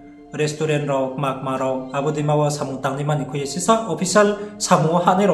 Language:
Riang (India)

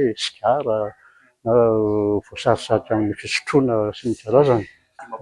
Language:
Malagasy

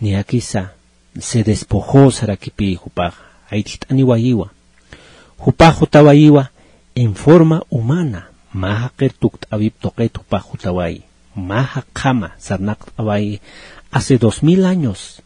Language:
Aymara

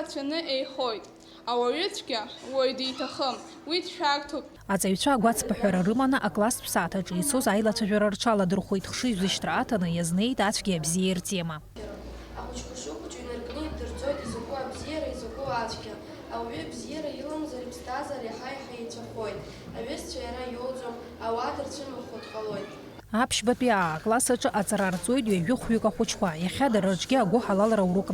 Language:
Abkhazian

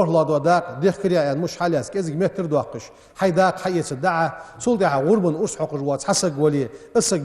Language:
Ingush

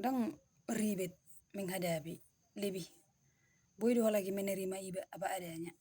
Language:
Batak Toba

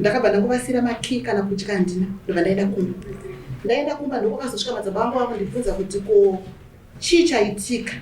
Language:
Shona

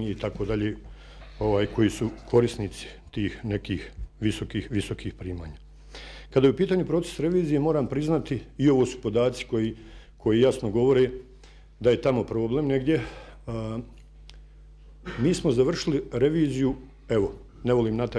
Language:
Bosnian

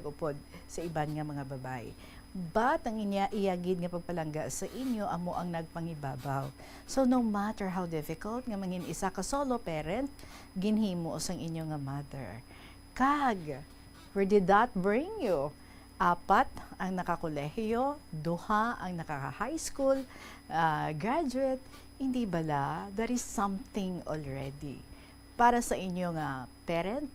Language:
Hiligaynon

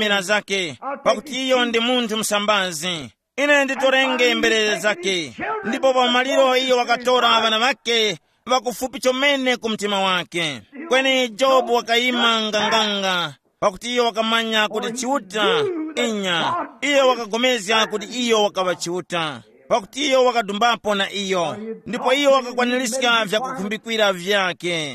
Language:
Tumbuka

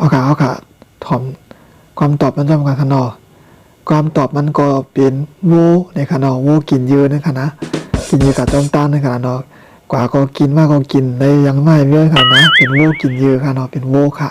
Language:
Shan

